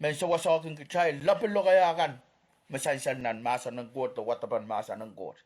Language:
Pohnpeian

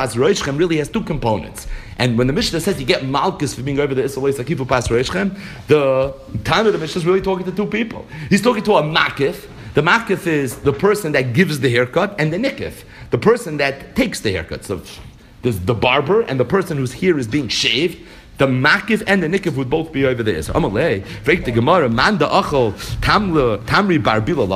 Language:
English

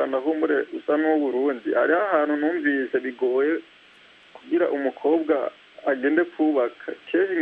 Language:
Kinyarwanda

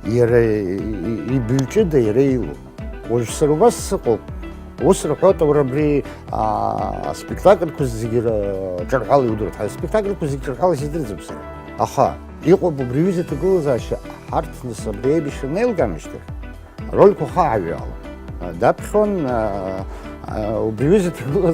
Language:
Abkhazian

